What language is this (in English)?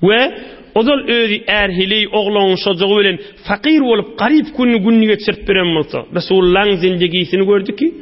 Turkmen